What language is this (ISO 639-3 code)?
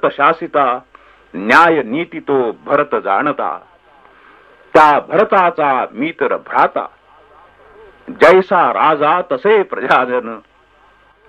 mar